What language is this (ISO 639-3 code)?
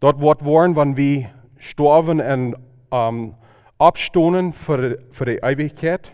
pdt